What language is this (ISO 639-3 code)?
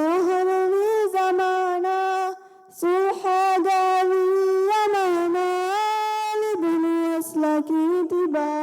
div